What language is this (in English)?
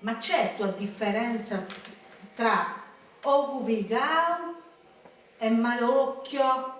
Sardinian